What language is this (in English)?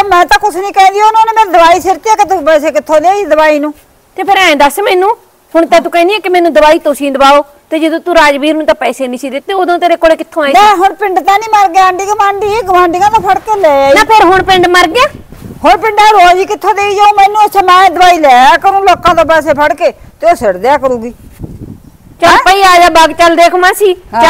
Punjabi